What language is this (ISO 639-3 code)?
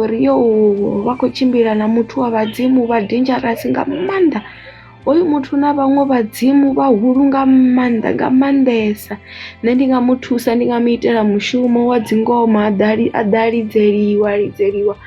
ven